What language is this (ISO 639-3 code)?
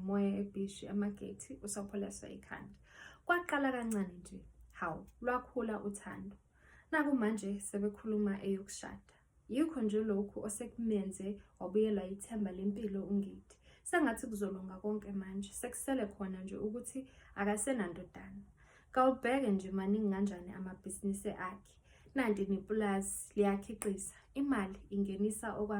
zul